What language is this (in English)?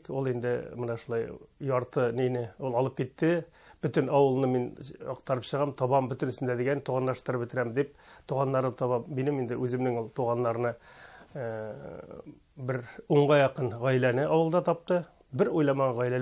Tatar